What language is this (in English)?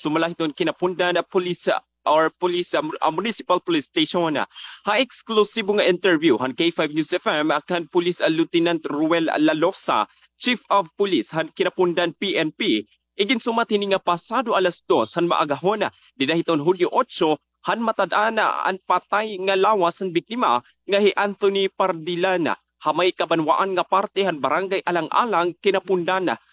Waray